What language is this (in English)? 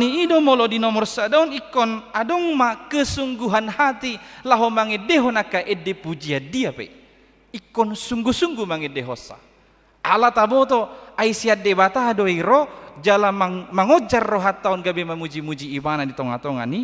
Batak Toba